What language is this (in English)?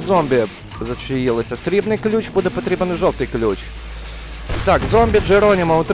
Ukrainian